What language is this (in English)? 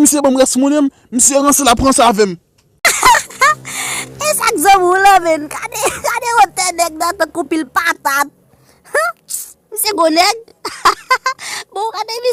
Haitian Creole